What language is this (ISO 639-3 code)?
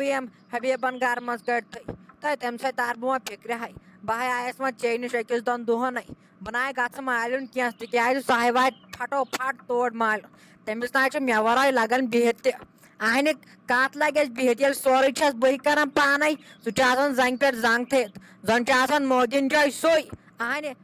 kas